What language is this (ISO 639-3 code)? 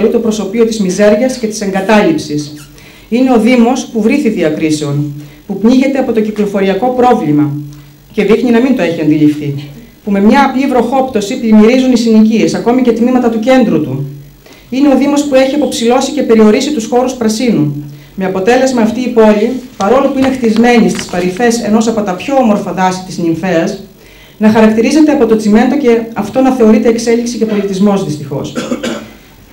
ell